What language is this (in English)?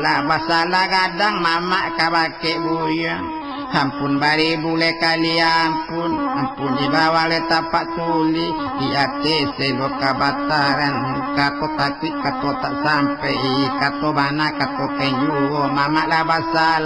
Minangkabau